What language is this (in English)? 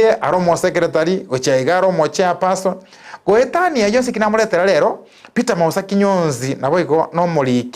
Gusii